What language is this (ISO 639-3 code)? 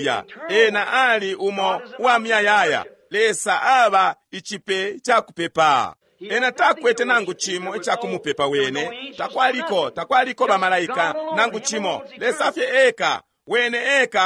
bem